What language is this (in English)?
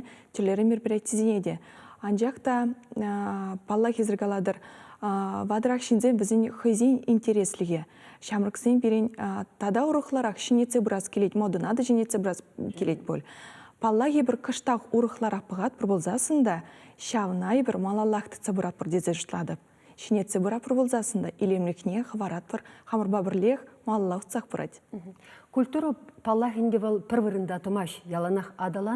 Chuvash